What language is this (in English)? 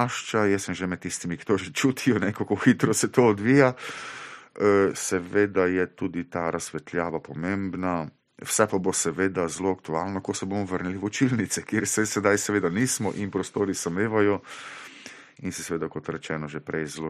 Slovenian